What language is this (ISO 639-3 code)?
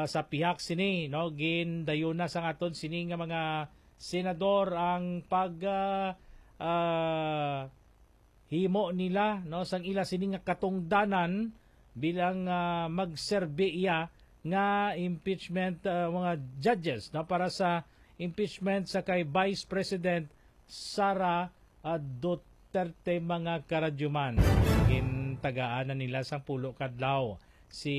hil